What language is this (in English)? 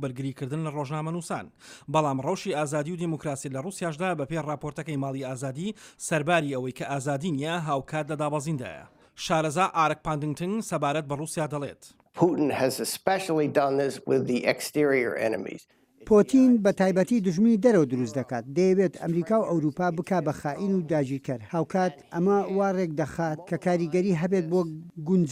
Central Kurdish